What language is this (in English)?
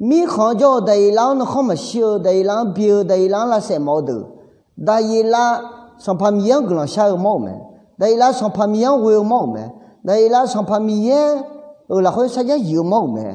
Akha